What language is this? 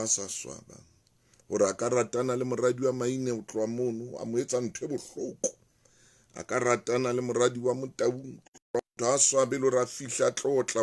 Southern Sotho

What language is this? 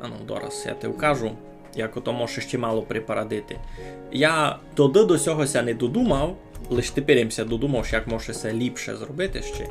Rusyn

